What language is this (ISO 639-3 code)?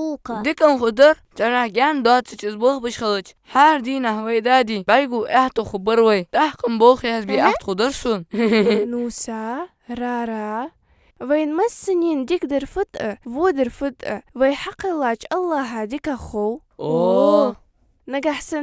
inh